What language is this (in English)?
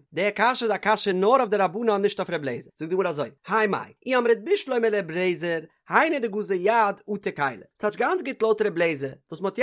Yiddish